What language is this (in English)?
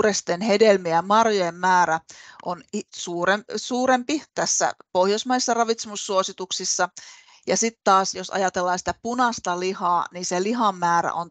Finnish